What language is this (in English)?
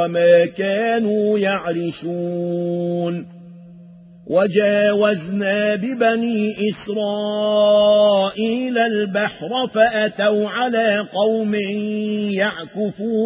Arabic